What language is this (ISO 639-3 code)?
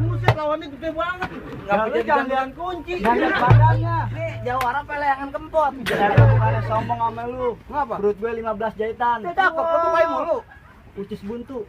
bew